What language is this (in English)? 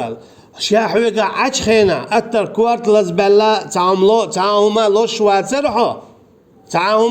Chechen